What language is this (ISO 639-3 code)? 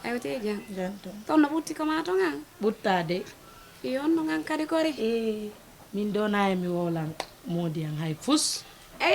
ful